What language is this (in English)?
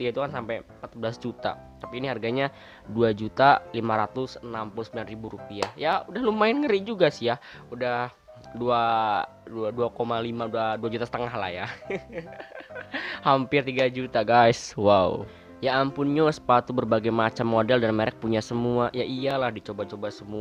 Indonesian